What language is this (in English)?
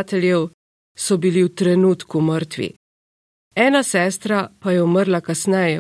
Slovenian